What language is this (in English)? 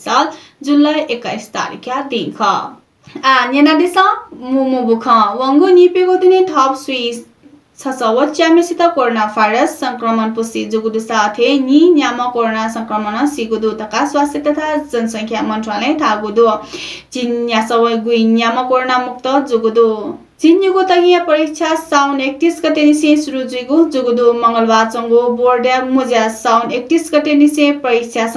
Newari